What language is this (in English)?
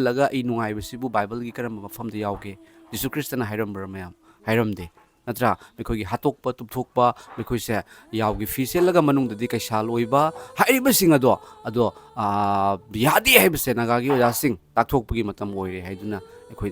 Manipuri